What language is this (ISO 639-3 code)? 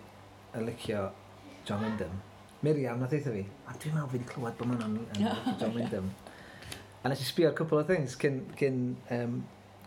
cym